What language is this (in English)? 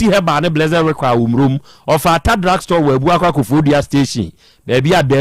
Akan